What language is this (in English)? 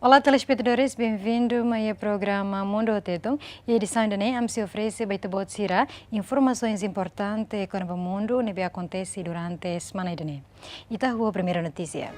Tetum